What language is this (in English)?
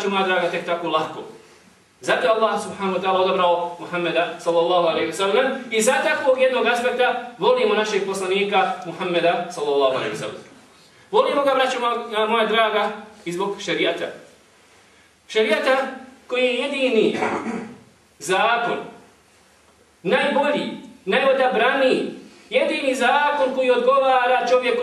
Bosnian